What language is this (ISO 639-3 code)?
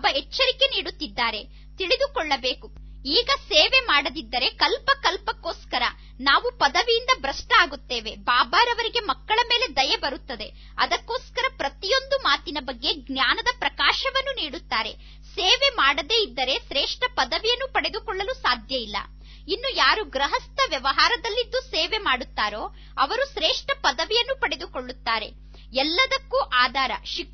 kan